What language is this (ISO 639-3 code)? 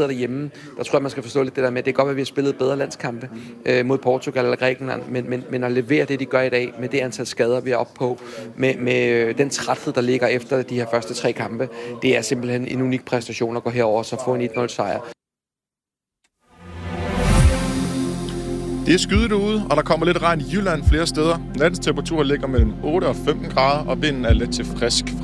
dan